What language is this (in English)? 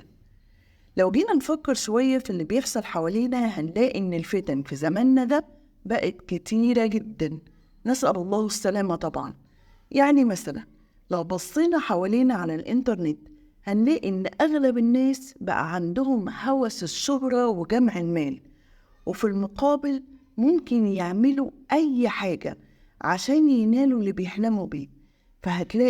Egyptian Arabic